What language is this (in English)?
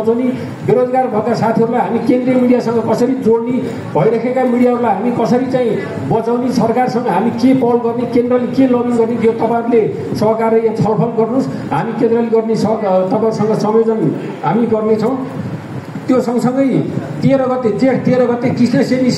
Nepali